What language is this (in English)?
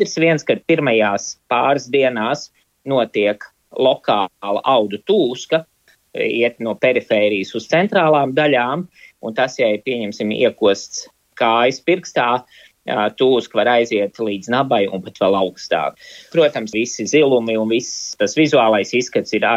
Latvian